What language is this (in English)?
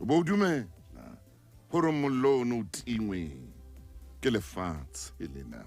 Southern Sotho